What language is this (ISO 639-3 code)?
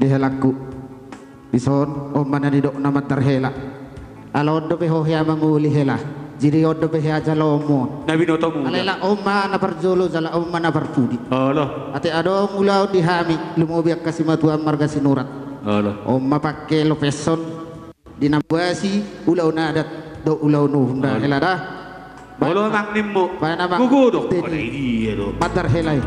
bbc